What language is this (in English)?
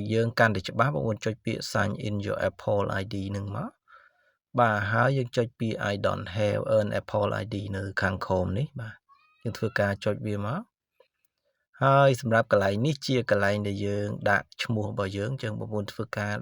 Khmer